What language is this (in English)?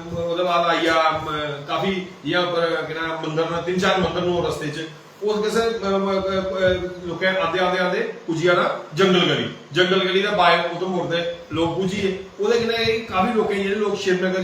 Dogri